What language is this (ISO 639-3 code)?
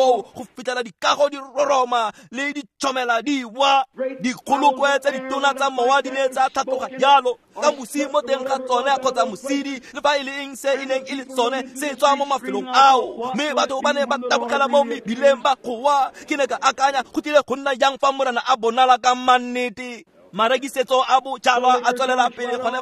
tsn